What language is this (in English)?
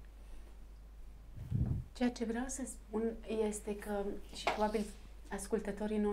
Romanian